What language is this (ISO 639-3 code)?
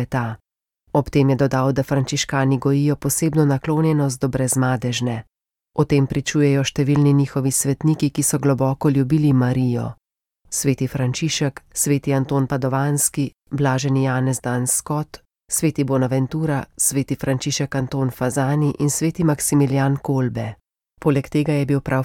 slv